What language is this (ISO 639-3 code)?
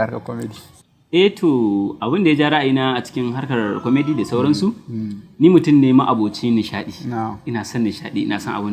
hau